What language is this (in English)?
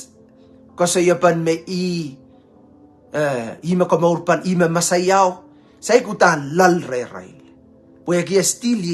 Pohnpeian